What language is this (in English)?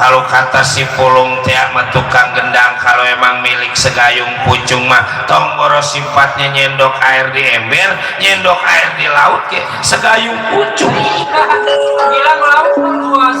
Betawi